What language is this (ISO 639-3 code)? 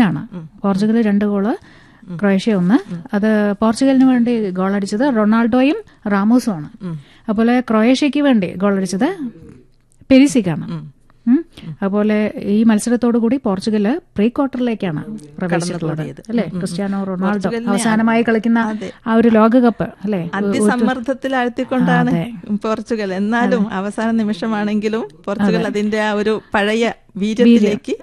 mal